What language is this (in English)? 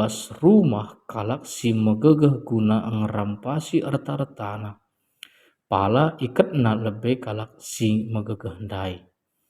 Batak Karo